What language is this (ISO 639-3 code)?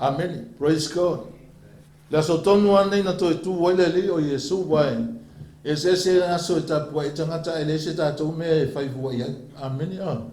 smo